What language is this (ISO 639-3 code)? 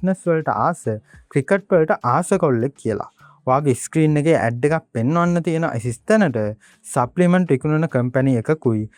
sin